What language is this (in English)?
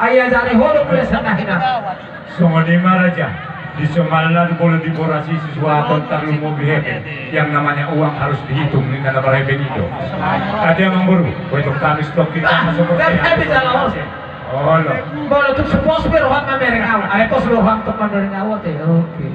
Batak Toba